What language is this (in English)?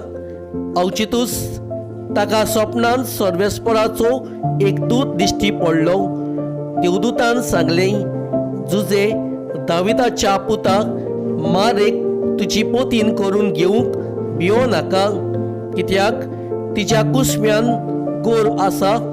Konkani